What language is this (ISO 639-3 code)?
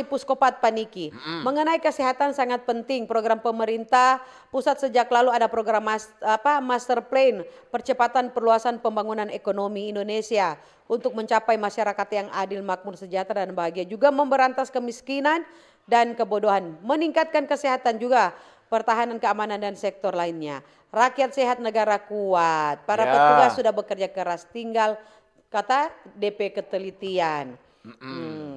xmm